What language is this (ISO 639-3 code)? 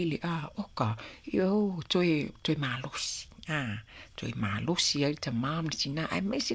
smo